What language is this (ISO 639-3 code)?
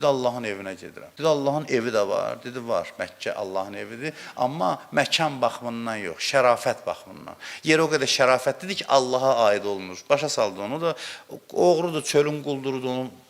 aze